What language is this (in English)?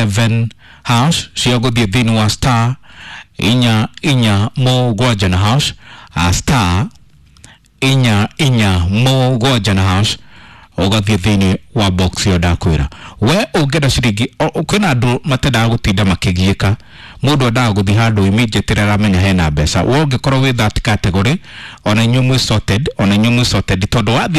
Kikuyu